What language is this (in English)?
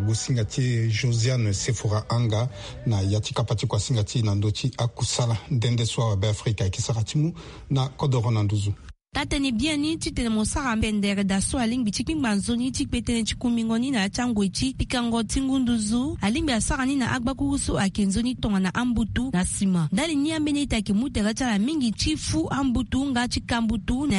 Sango